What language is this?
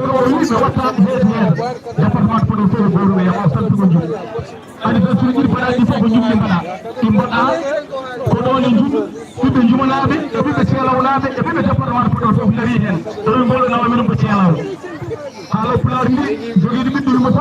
Fula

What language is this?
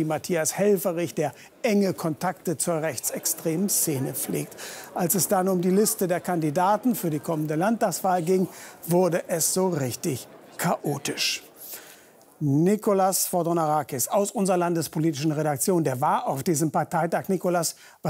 German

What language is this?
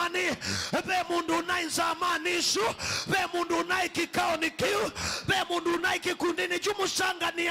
Kamba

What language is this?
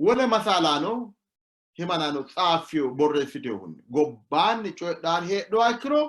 Sidamo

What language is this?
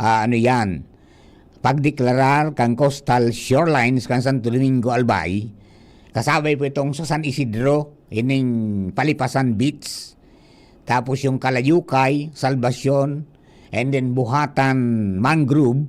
Bikol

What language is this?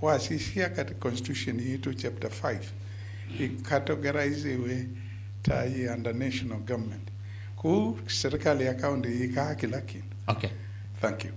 Kamba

